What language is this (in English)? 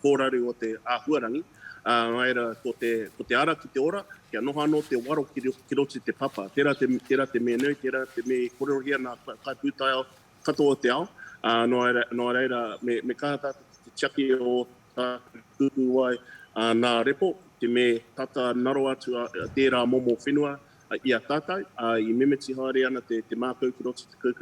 Māori